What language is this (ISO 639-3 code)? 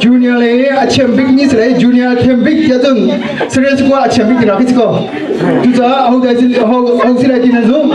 cnh